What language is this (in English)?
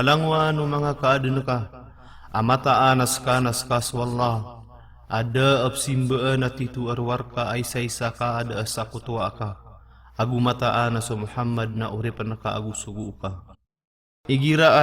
Maranao